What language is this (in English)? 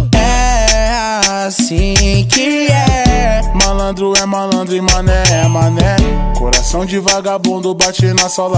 Portuguese